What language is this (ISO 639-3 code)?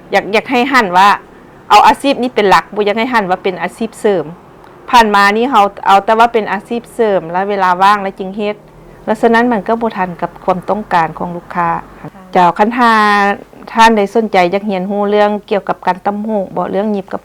lao